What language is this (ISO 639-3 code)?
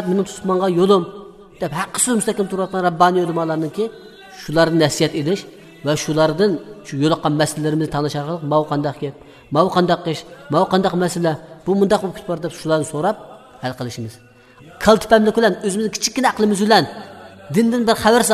uig